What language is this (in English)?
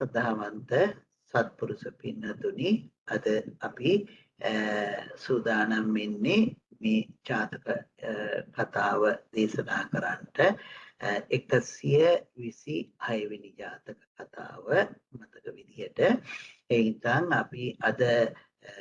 Sinhala